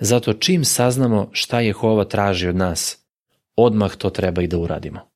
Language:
Serbian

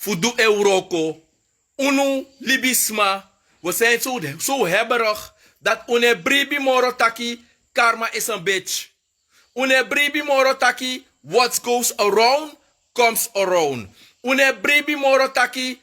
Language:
Sranan Tongo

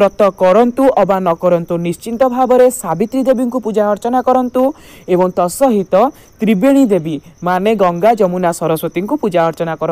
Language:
Odia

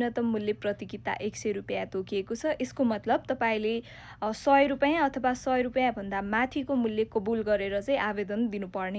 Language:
Nepali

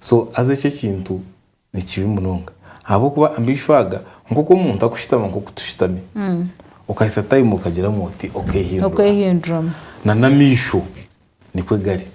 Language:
Nyankole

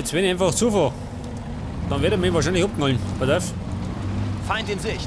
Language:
Bavarian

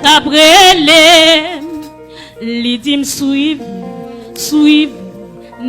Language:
Haitian Creole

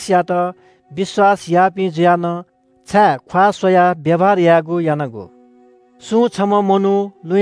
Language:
Newari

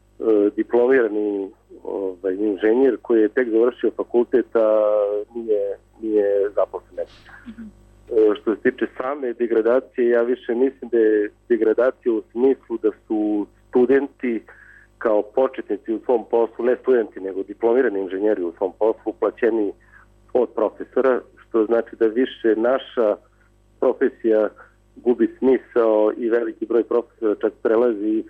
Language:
Serbian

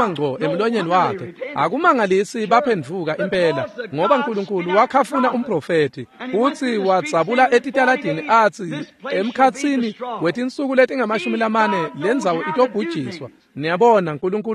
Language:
Swati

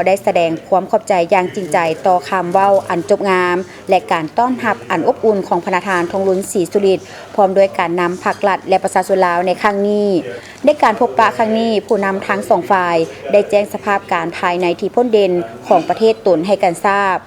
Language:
Lao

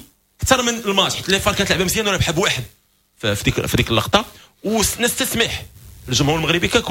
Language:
Moroccan Arabic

